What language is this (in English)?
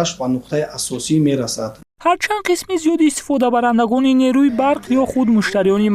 Tajik